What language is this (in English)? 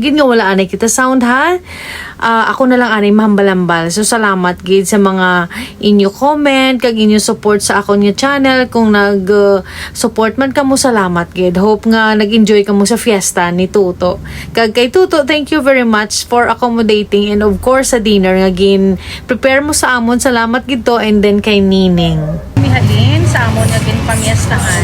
Hiligaynon